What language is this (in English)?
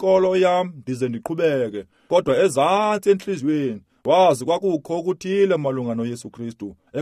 Xhosa